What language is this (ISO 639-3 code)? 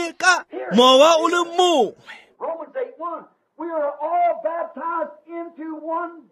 tsn